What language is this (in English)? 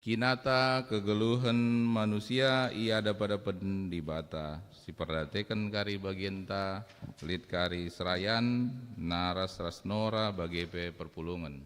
Batak Karo